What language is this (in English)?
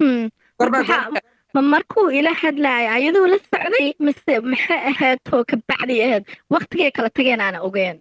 Somali